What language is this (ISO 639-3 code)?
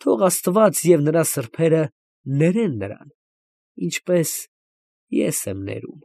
hye